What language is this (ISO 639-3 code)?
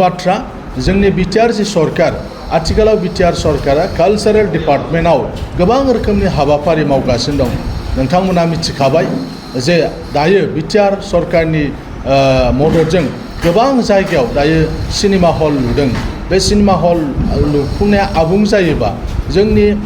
brx